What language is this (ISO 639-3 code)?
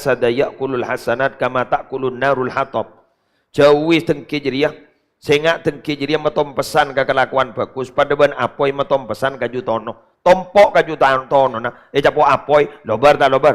mad